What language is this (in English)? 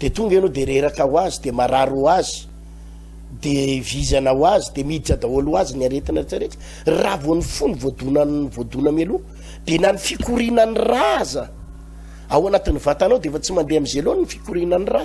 Malagasy